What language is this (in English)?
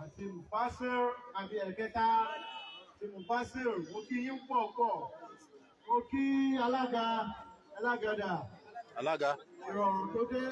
Yoruba